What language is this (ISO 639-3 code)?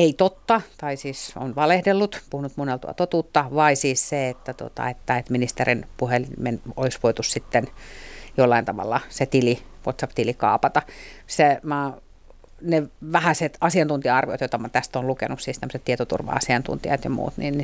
fin